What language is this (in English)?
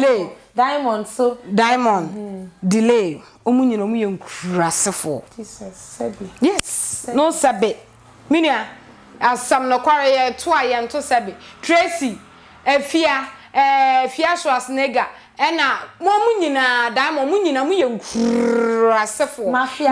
Akan